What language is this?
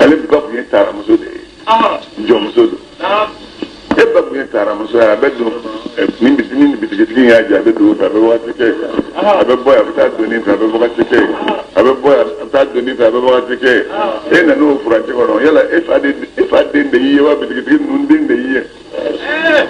Bambara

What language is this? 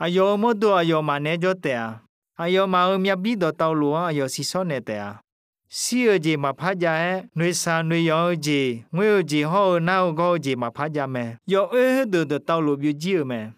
Akha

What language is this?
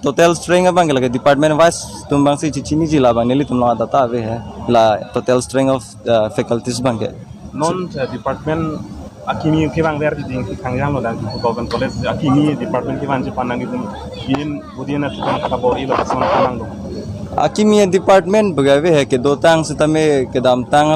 Karbi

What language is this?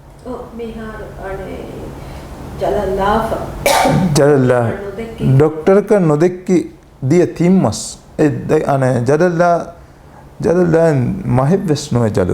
Divehi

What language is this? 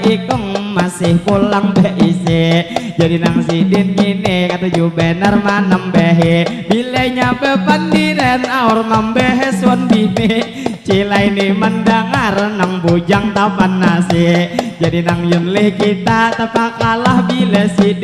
Banjar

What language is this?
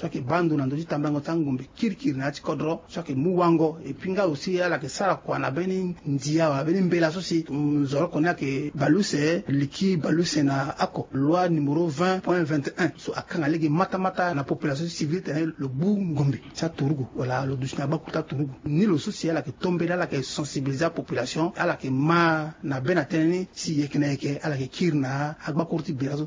Sango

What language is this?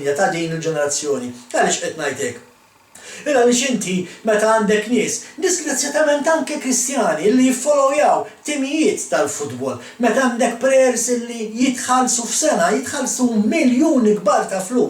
Maltese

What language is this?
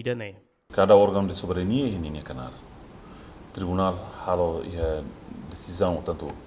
Tetum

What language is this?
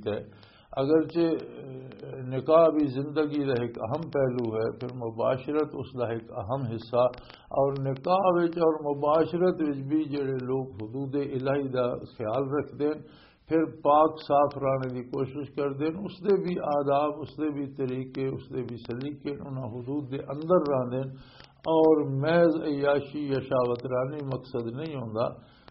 Western Panjabi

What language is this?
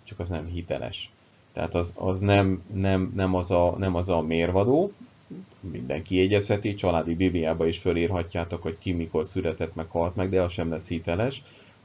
Hungarian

